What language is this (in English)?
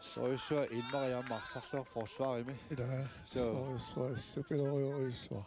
Kalaallisut